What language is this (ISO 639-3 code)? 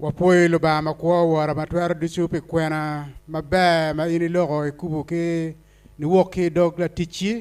ach